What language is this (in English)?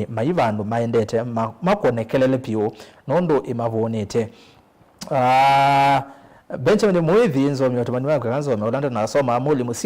Kamba